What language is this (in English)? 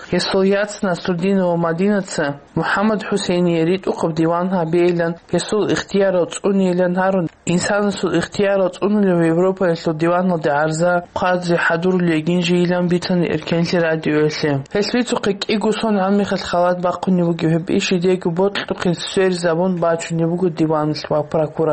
Avaric